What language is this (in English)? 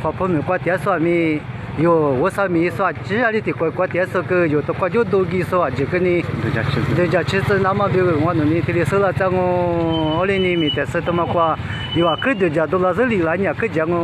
Lisu